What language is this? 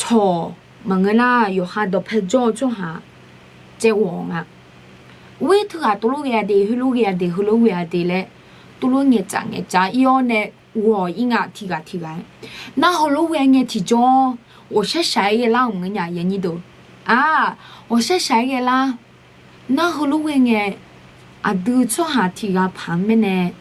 Akha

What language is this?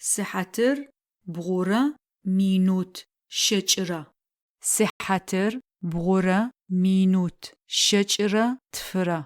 Adyghe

